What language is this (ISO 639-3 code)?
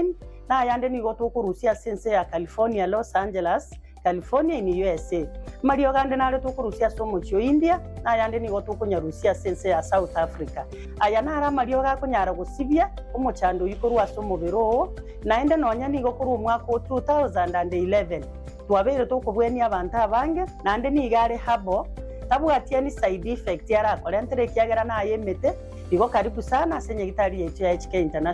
guz